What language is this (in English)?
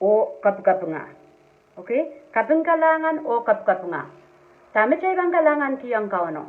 Pohnpeian